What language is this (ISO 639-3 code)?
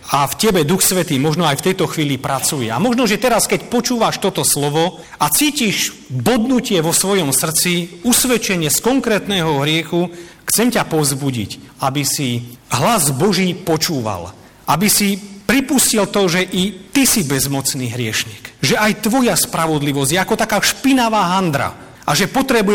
slk